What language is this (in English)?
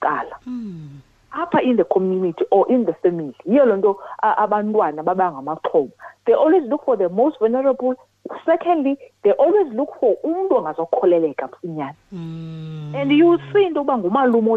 Xhosa